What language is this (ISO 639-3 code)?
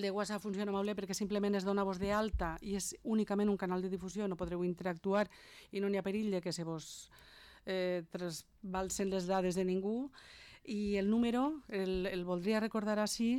cat